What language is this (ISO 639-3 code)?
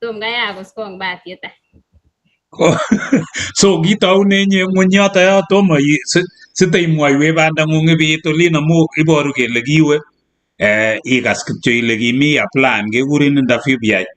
kln